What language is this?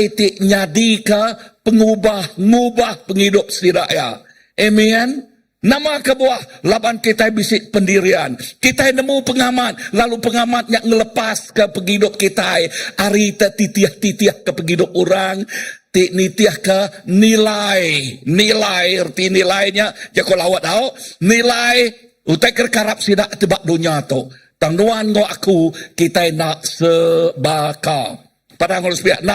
Iban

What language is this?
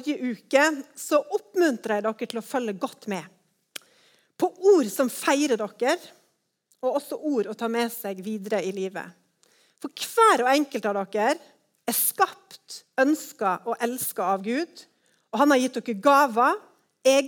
Norwegian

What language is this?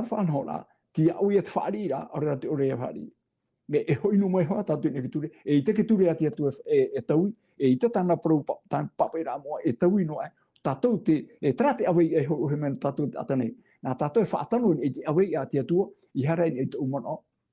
Tahitian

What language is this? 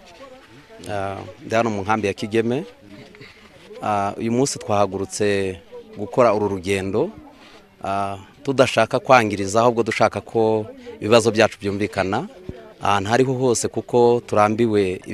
Kinyarwanda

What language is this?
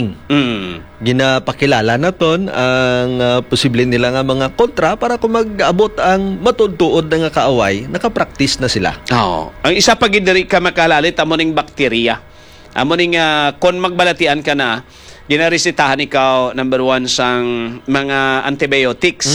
Hiligaynon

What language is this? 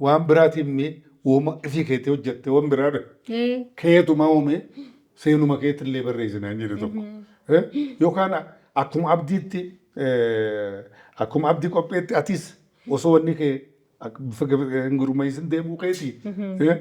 Oromo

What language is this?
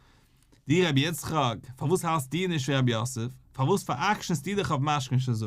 Yiddish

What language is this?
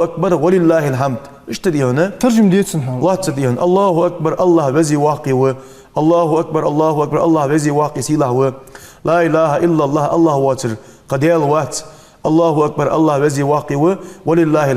Ingush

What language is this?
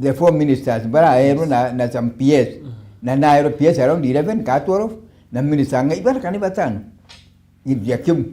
Meru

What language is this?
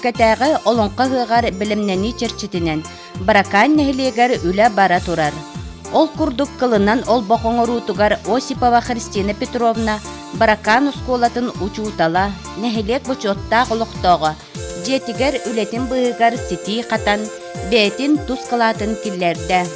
Yakut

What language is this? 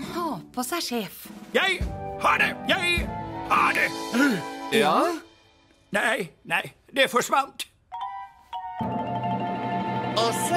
Norwegian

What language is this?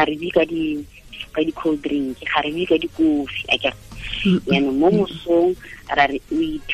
Tswana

